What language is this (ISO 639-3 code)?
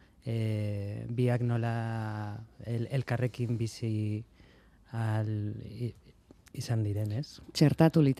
eus